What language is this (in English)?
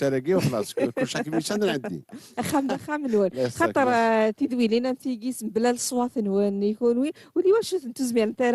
Kabyle